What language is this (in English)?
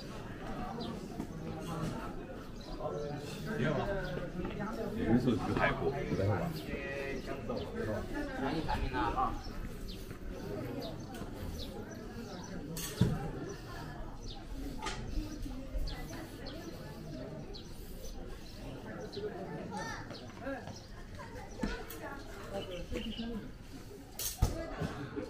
Chinese